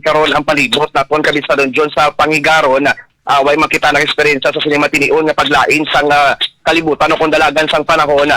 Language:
Hiligaynon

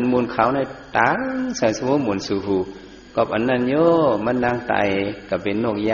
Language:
Shan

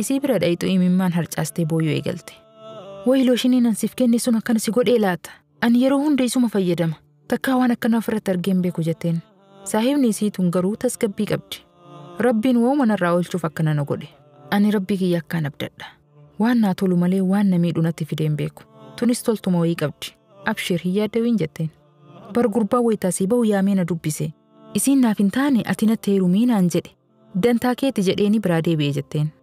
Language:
Oromo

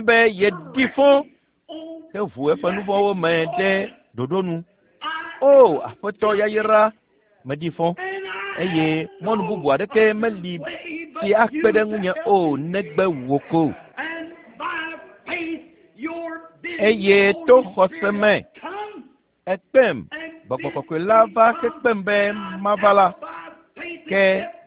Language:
Ewe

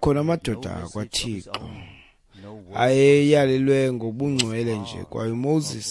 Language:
Xhosa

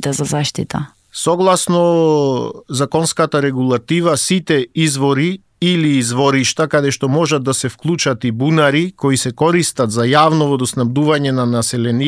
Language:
Macedonian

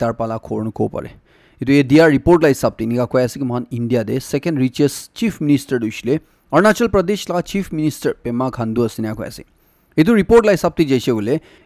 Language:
Naga Pidgin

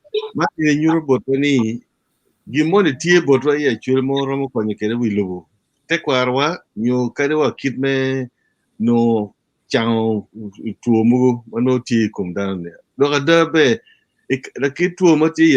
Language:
Acoli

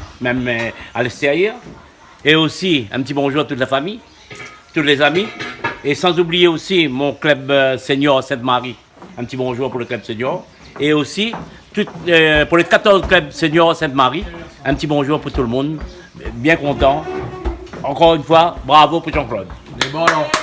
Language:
Réunion Creole French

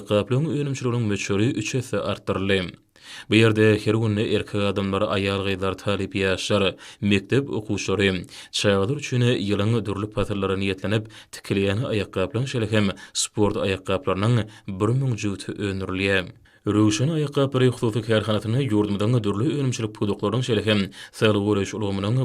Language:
Turkmen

